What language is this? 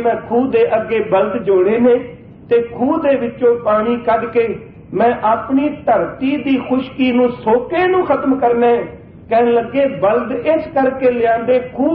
Punjabi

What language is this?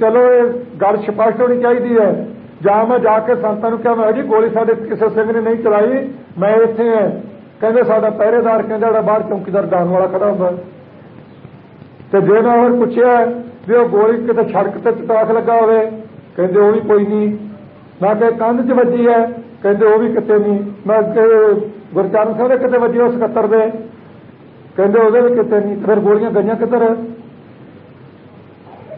Punjabi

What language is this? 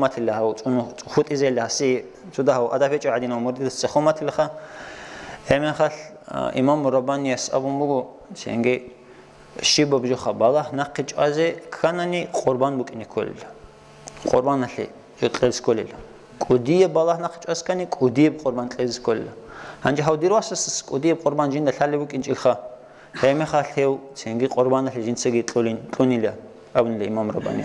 Avaric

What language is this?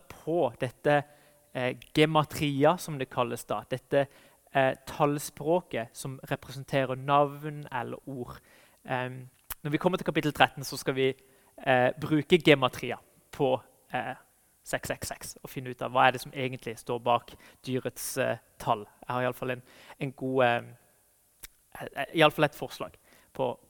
Norwegian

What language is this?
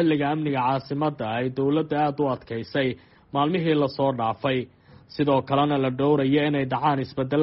Somali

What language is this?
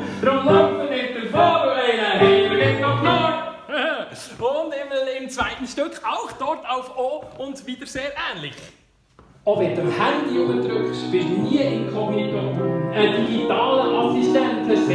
Swiss German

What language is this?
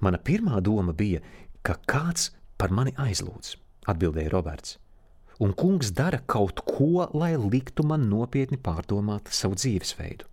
Latvian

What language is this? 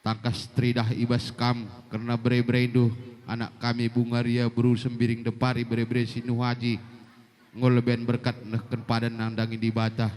Batak Karo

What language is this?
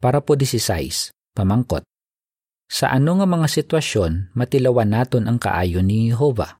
Hiligaynon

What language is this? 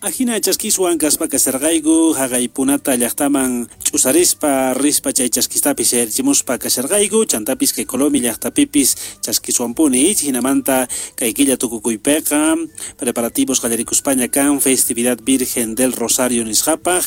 South Bolivian Quechua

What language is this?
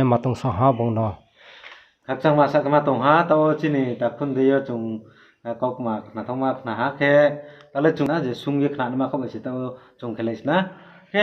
Riang (India)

